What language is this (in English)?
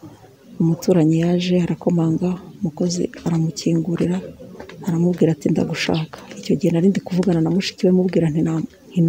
Kinyarwanda